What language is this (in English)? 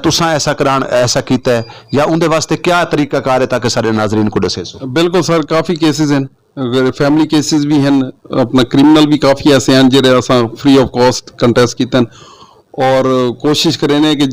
Saraiki